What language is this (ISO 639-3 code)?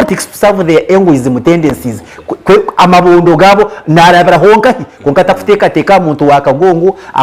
nyn